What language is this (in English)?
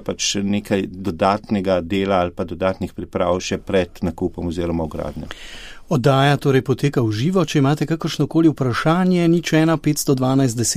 Slovenian